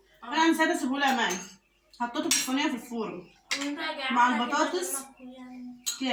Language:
Egyptian Arabic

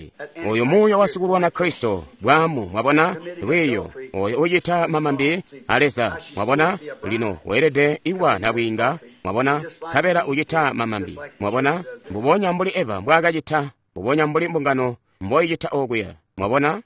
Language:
Tonga (Zambia)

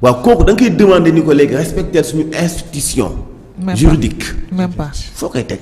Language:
Wolof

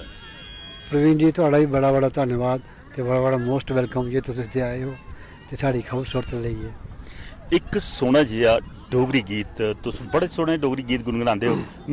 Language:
Dogri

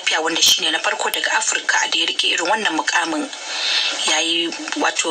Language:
Hausa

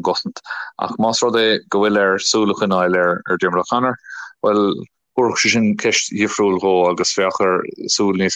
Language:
Irish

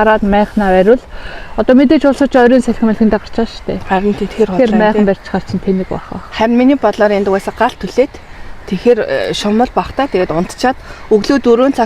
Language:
Mongolian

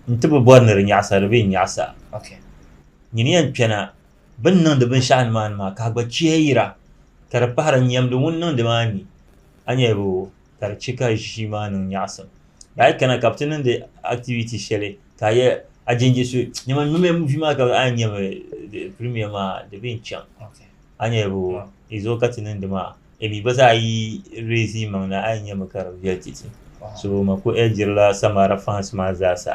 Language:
Dagbani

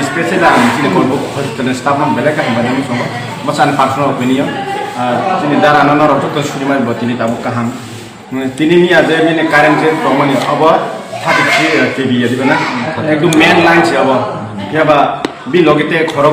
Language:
Kok Borok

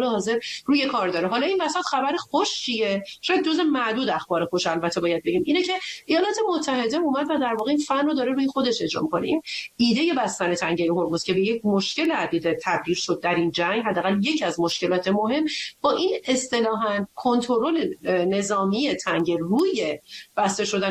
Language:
Persian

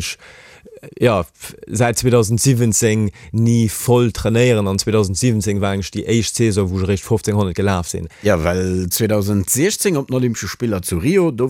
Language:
Luxembourgish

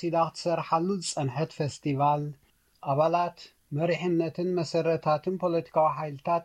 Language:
Tigrinya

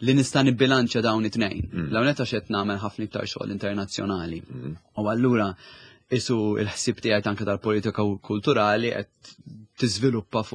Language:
Maltese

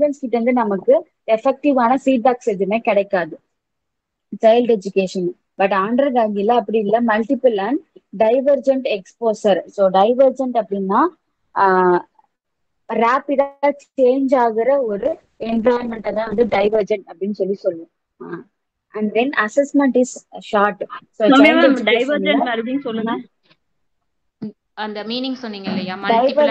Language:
Tamil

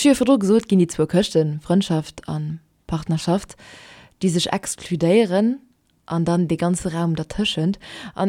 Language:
Luxembourgish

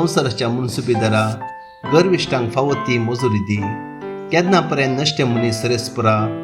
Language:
Konkani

